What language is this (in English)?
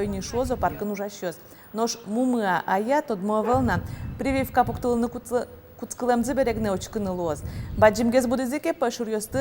Udmurt